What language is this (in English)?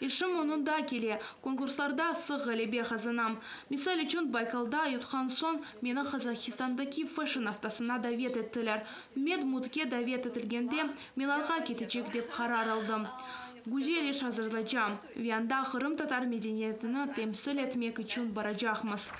Crimean Tatar